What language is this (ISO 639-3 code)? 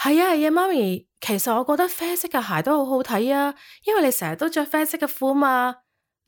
yue